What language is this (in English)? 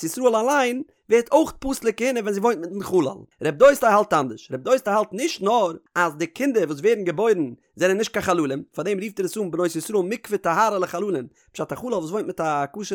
Yiddish